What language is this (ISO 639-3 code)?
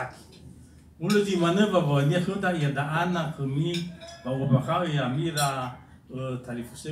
nia